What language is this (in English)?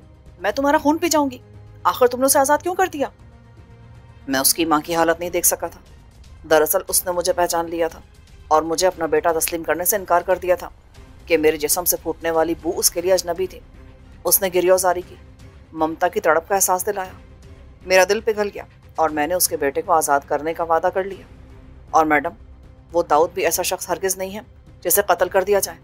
Urdu